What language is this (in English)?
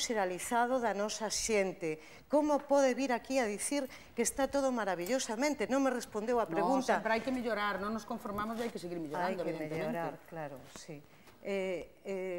Galician